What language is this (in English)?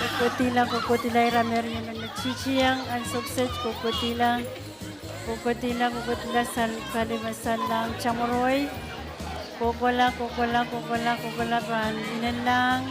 Pohnpeian